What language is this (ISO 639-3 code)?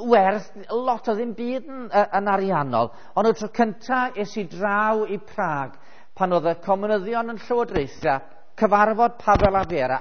cym